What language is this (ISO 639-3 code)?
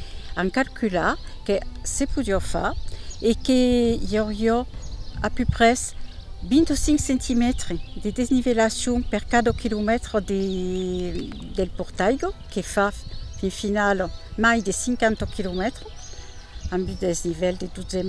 oci